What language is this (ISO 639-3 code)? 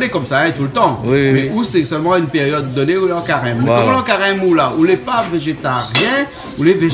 rcf